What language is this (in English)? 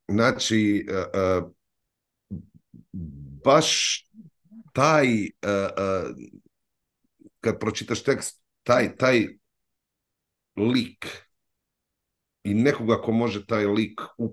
Croatian